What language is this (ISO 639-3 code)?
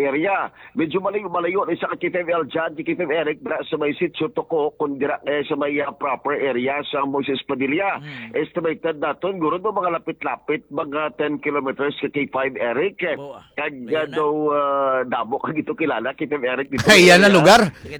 hil